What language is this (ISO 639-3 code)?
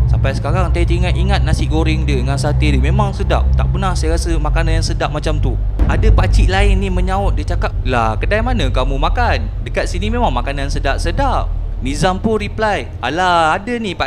msa